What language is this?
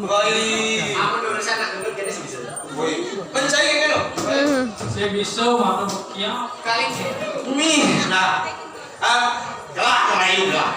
Balinese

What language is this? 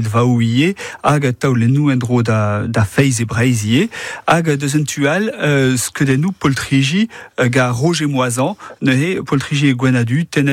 Breton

